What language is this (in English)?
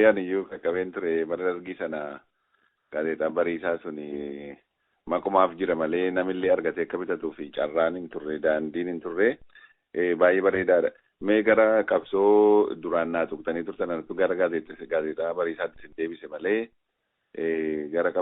Oromo